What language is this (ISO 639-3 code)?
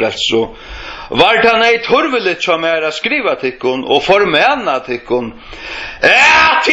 fao